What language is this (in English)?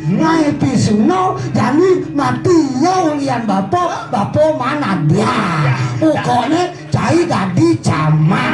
Balinese